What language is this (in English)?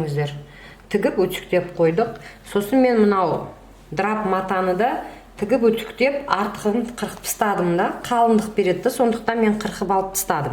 Kazakh